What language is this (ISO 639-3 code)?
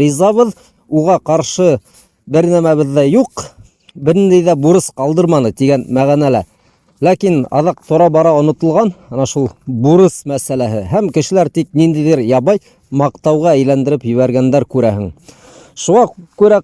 bak